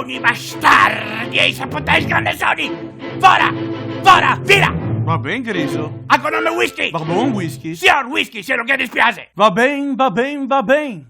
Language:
Venetian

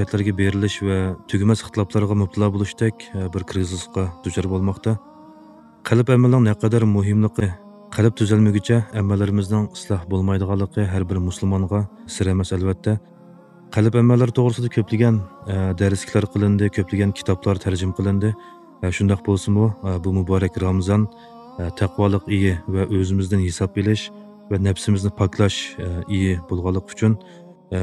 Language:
Uyghur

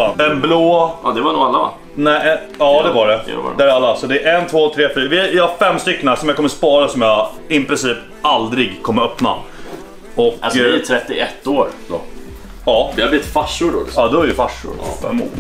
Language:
Swedish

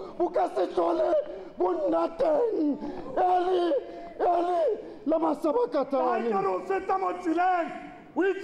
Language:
Tswana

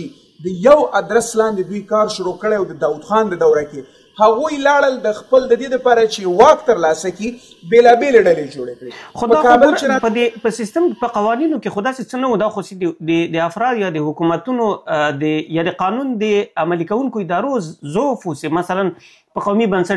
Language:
Pashto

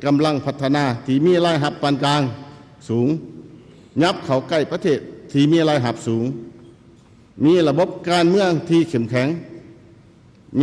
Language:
Lao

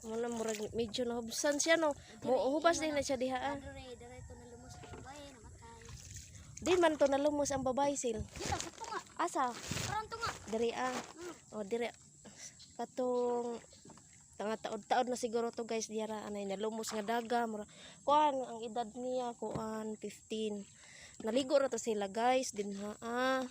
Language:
Cebuano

